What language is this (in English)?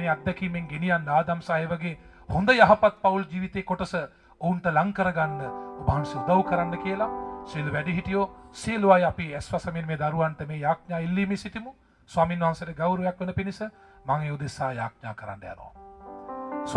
Sinhala